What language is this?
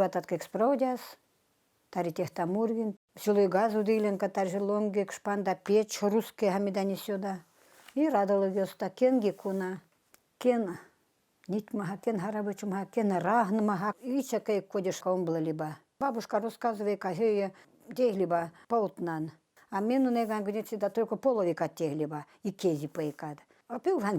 Veps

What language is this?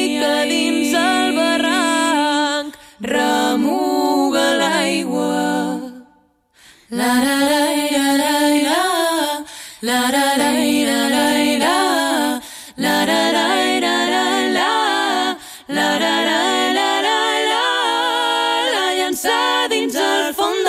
Catalan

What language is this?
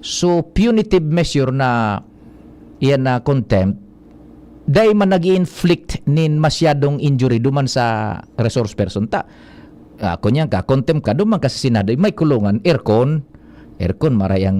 Bikol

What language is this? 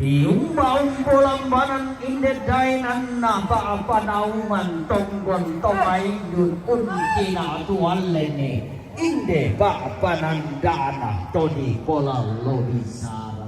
Toraja-Sa'dan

